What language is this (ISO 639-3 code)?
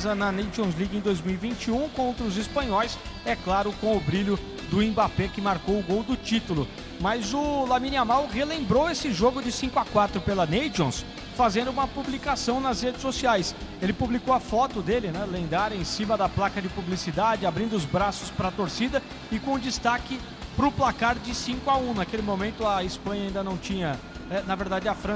por